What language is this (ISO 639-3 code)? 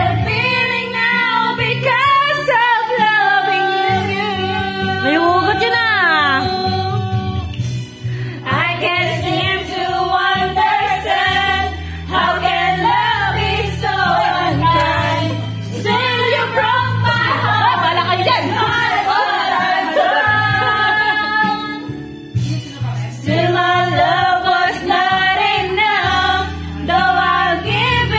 fil